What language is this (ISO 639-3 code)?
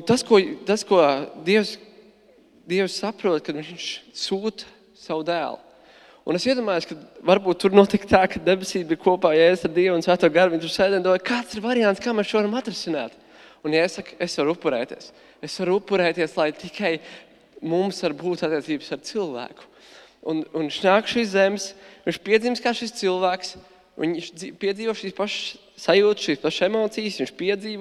lav